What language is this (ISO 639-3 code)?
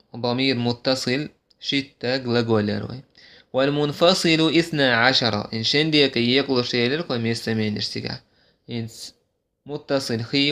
che